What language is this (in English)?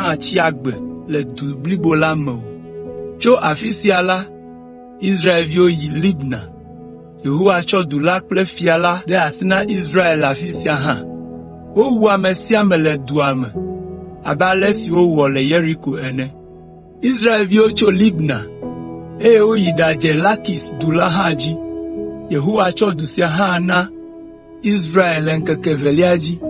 Ewe